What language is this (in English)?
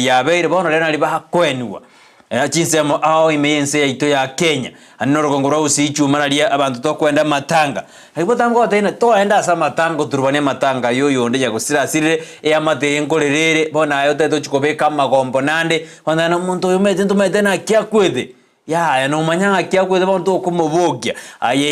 Gusii